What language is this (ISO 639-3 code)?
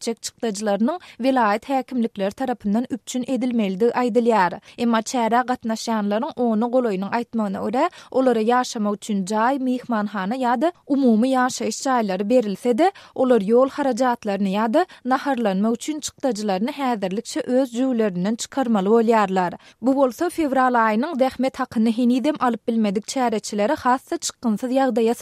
tuk